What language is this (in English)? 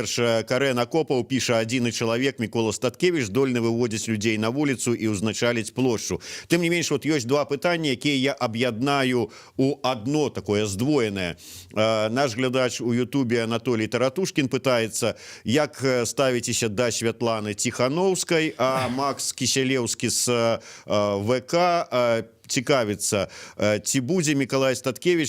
Belarusian